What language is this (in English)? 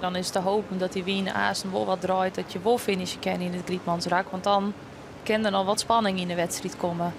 Western Frisian